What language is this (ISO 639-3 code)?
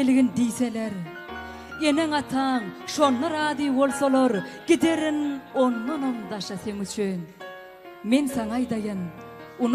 tuk